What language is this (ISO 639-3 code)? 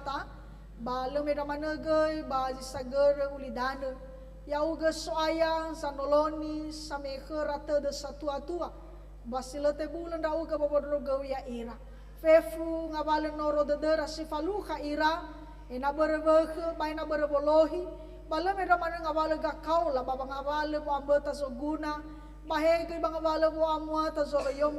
nia